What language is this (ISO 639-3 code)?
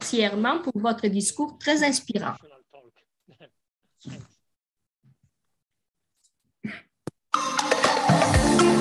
fra